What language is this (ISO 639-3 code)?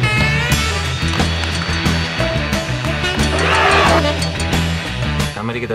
eus